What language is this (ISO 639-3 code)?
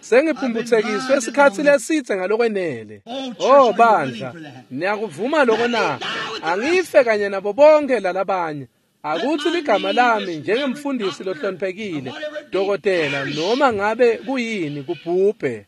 ssw